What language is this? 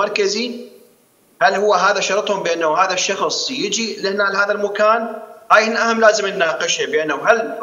Mesopotamian Arabic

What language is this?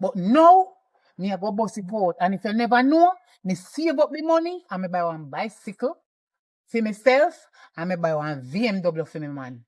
Jamaican Creole English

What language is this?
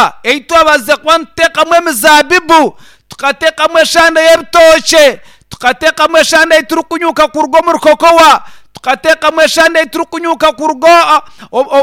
Nyankole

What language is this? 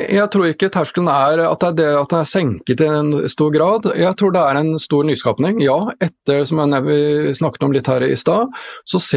Norwegian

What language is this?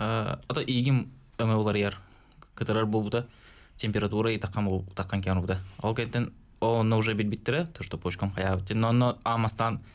Yakut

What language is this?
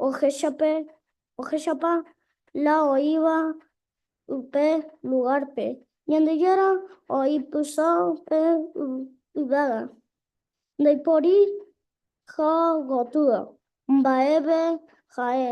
Guarani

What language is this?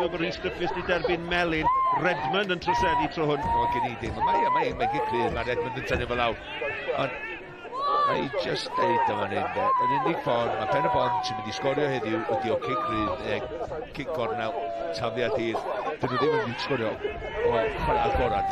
Welsh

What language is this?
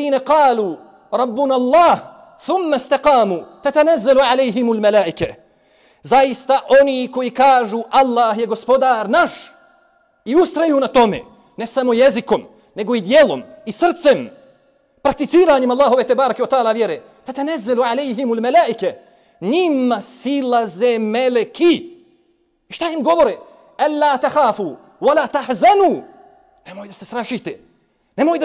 Bosnian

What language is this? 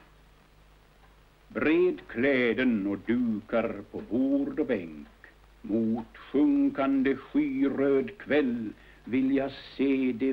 Swedish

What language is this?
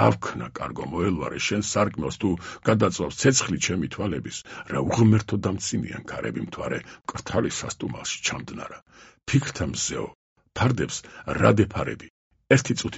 Georgian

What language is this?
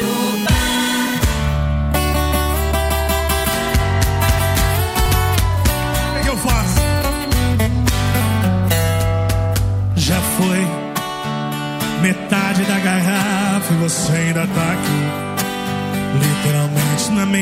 Portuguese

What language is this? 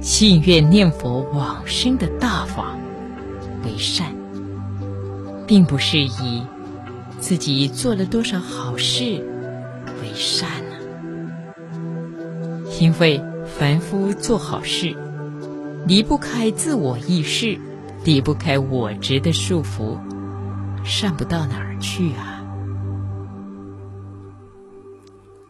Chinese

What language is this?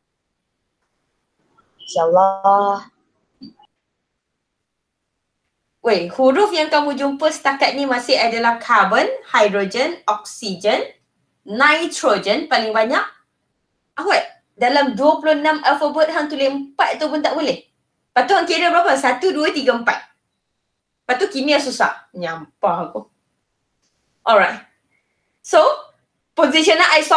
Malay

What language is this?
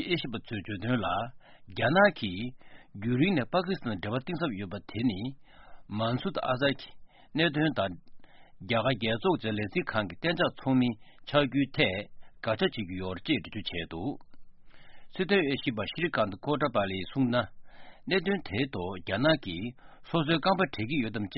Tibetan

